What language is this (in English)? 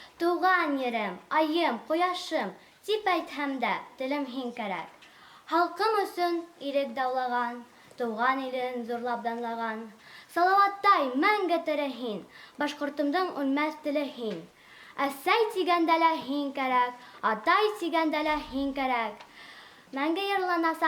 Bashkir